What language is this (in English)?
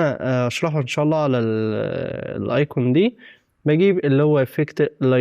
Egyptian Arabic